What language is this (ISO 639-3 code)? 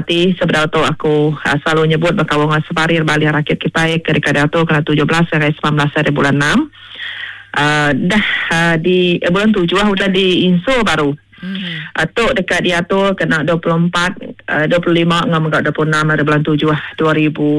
iba